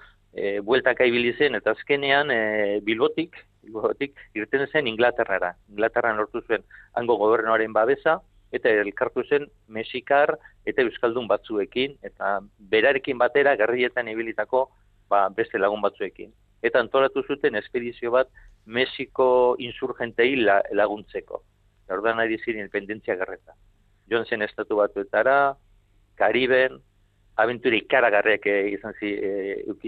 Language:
Basque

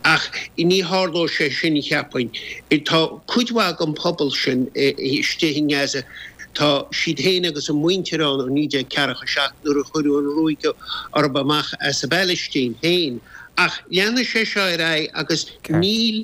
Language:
Irish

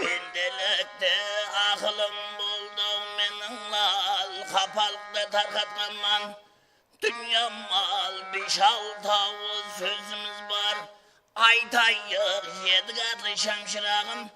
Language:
Kara-Kalpak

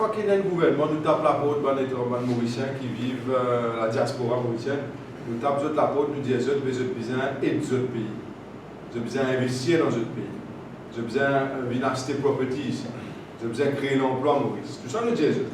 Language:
Morisyen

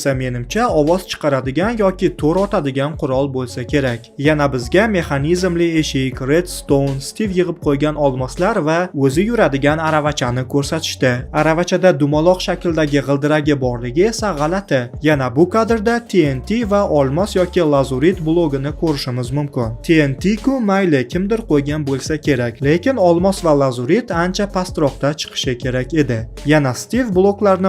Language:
Uzbek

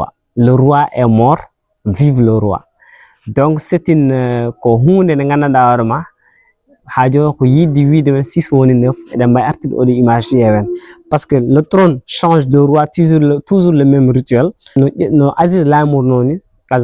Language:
Fula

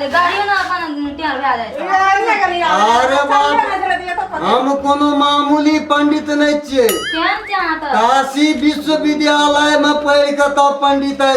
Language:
Maithili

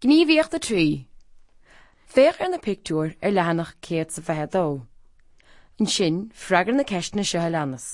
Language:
Irish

